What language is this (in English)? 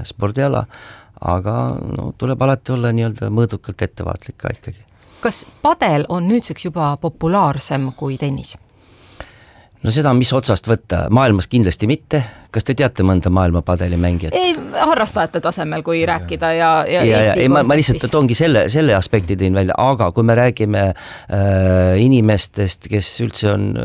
Estonian